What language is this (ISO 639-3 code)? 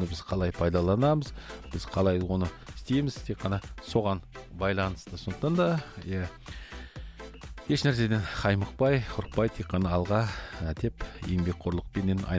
kaz